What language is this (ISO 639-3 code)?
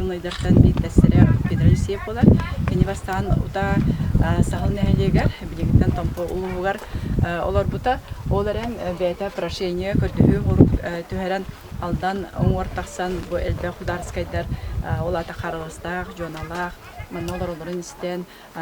sah